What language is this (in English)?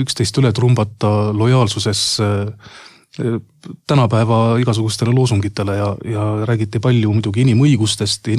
Estonian